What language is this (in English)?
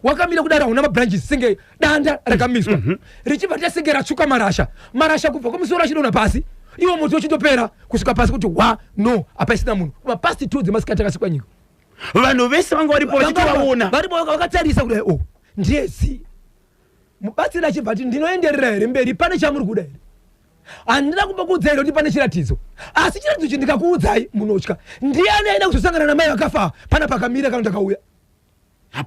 Shona